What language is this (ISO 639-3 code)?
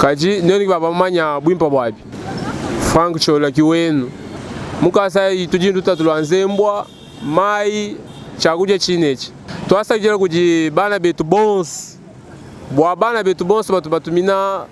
lua